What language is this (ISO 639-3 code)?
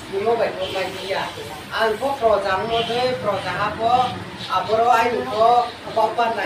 ria